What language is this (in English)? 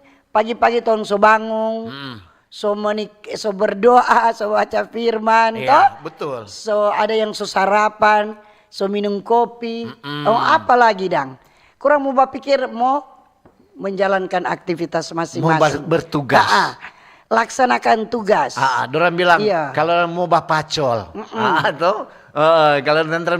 Manado Malay